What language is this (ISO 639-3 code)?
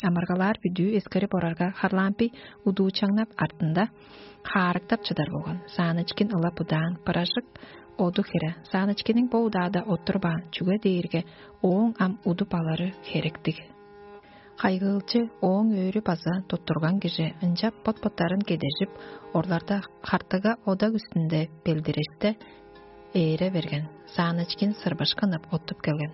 tyv